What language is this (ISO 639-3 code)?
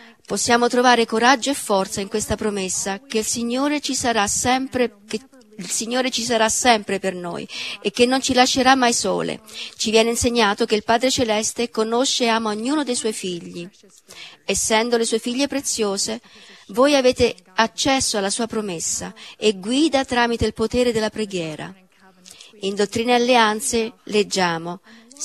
ita